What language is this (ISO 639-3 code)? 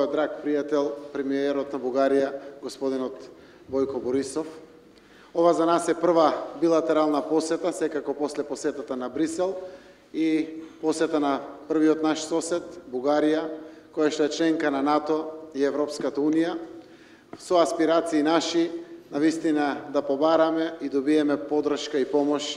mkd